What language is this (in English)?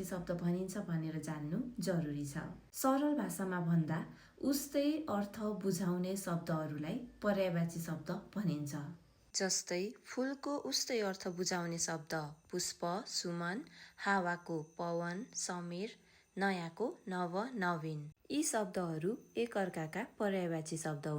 Nepali